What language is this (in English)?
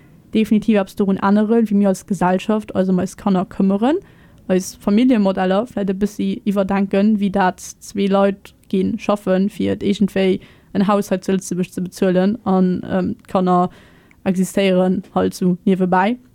Luxembourgish